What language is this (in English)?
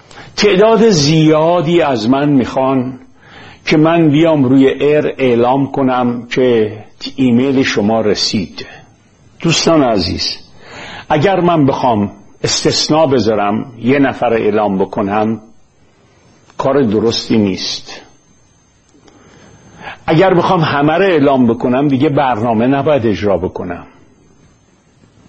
Persian